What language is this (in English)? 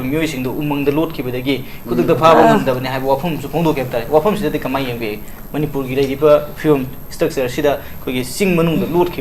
Manipuri